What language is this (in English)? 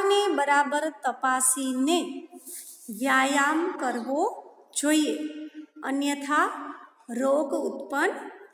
Gujarati